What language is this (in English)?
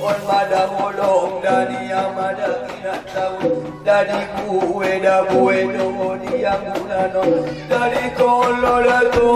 Batak Angkola